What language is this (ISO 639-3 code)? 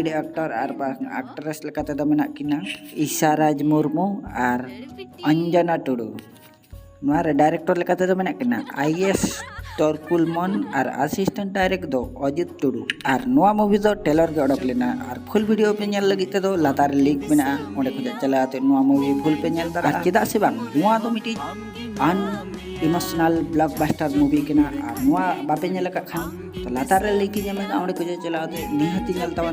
sat